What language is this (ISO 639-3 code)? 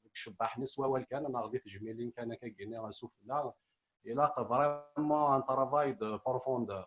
kab